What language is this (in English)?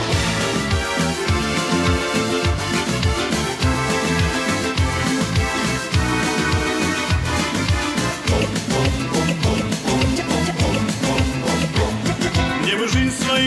Russian